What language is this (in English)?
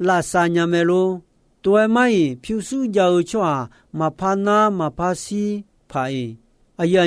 Akha